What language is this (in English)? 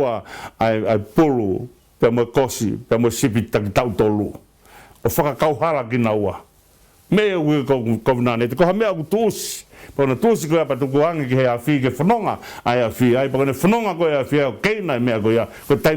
Tongan